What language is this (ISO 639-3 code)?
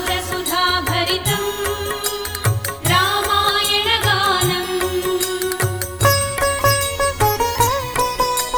tel